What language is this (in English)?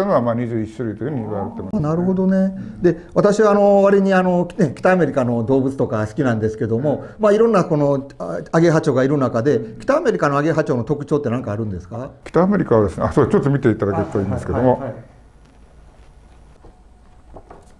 Japanese